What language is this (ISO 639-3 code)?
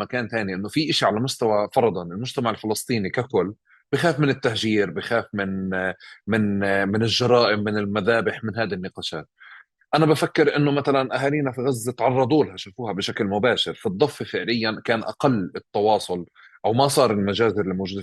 apc